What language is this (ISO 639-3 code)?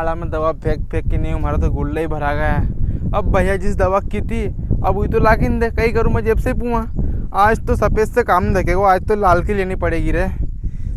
raj